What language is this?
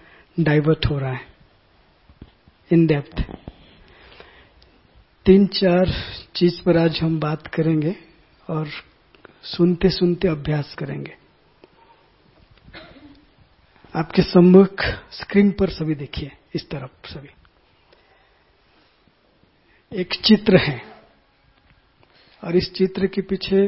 Hindi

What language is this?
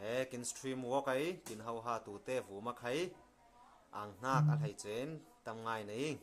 Falam Chin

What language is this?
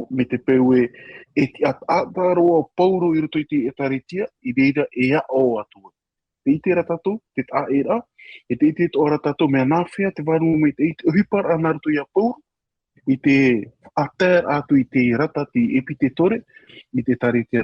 Tahitian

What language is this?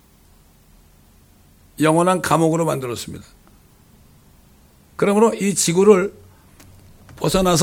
Korean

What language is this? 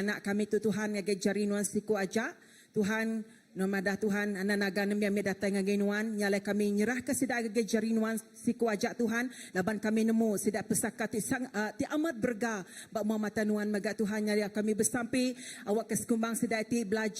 Iban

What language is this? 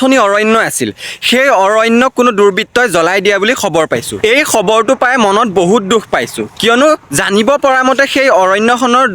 Assamese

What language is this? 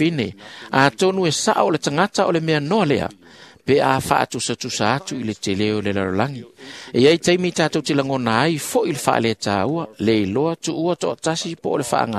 Samoan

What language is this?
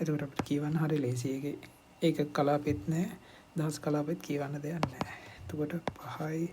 Sinhala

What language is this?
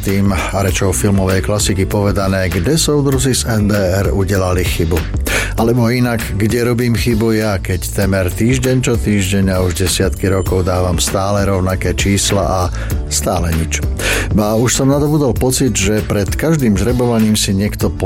Slovak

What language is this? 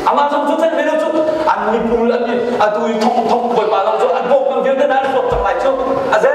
Hakha Chin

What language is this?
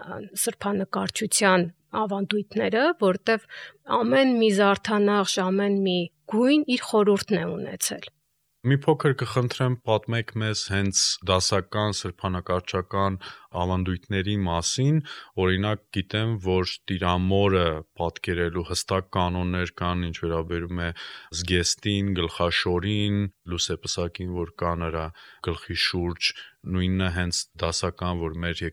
Armenian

